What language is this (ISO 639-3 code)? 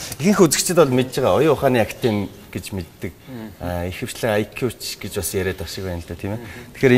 mon